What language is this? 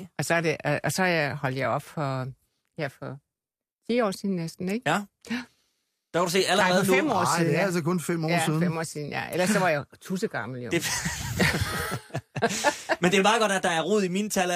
Danish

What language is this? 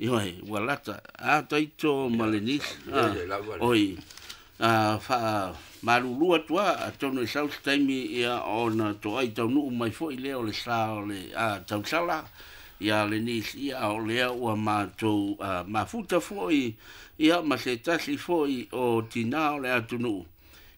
Samoan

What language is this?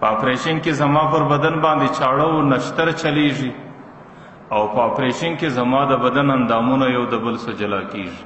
Pashto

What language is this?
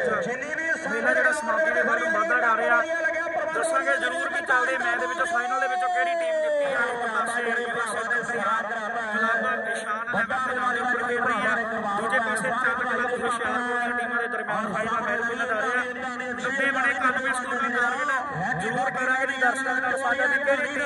Punjabi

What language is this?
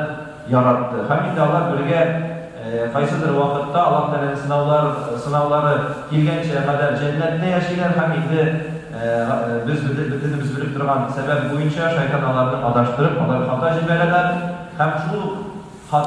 Tatar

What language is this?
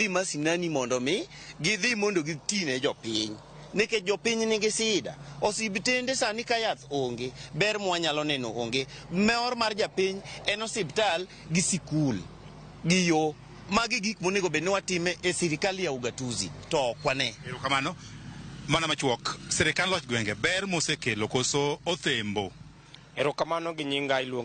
Luo (Kenya and Tanzania)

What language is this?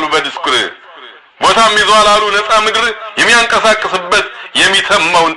Amharic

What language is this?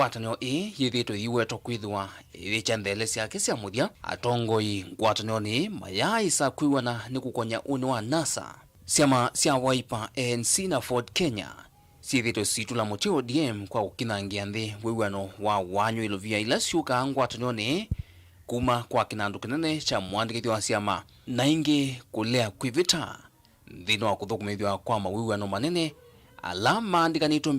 Kamba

